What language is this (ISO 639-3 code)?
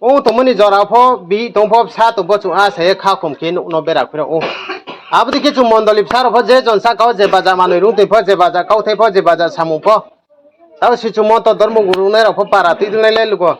ria